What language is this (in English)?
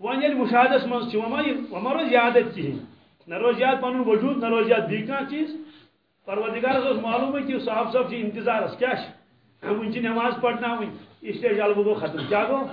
Kashmiri